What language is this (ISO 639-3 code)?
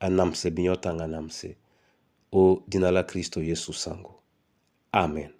dua